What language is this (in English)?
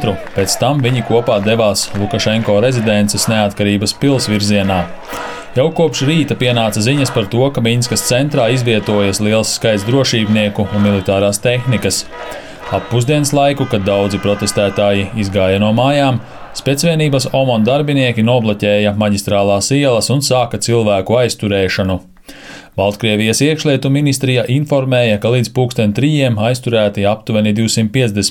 Latvian